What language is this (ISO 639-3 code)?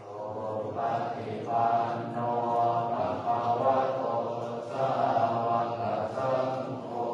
pli